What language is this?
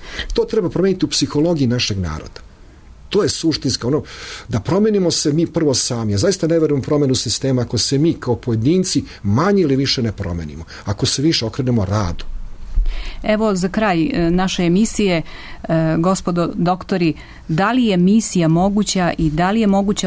Serbian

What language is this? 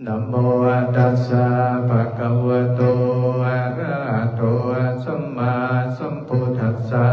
Pali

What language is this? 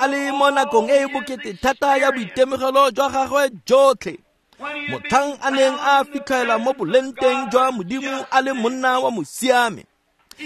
Tswana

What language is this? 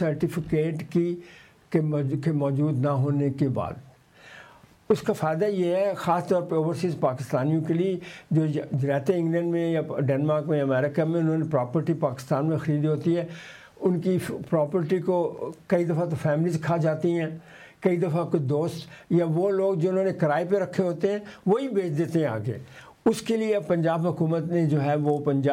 Urdu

